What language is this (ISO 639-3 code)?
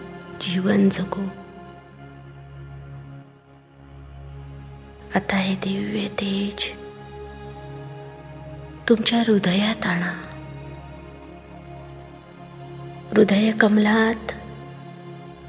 mar